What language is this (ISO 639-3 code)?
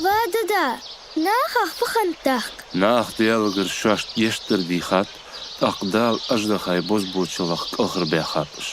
inh